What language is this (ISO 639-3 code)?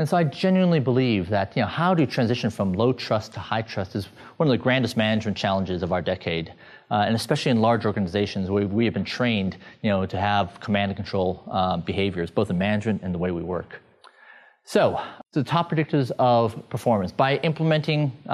eng